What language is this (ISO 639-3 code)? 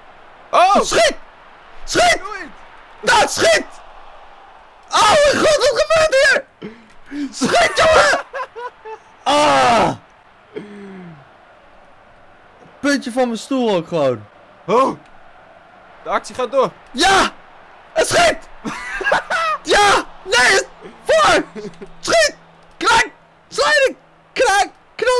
nld